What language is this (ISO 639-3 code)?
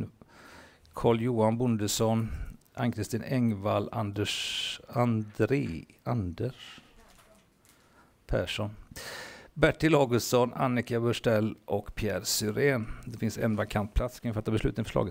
swe